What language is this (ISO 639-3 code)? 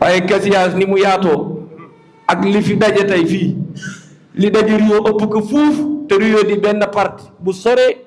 wol